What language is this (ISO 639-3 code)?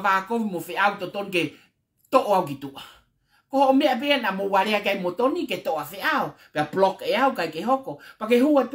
ton